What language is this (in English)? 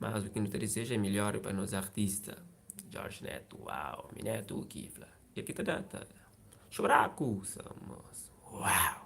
Kabuverdianu